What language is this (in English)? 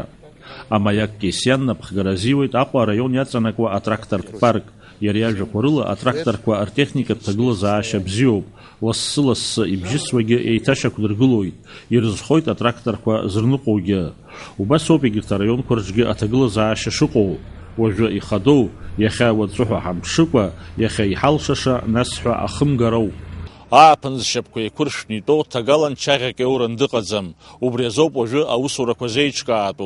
Abkhazian